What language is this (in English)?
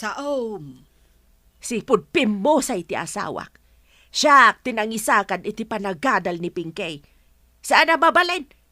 Iloko